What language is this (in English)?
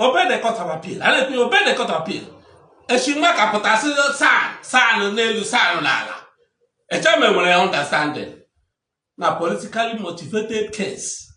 Igbo